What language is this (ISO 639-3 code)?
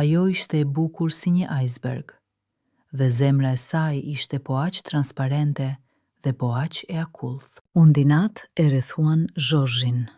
sqi